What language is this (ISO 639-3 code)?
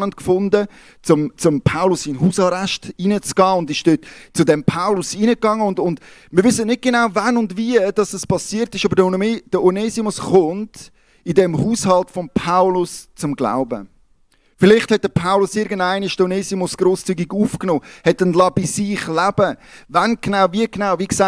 gsw